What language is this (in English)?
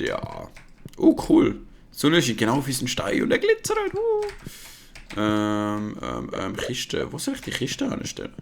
Swiss German